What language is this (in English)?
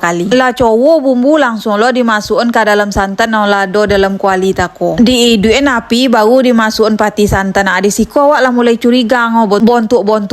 Minangkabau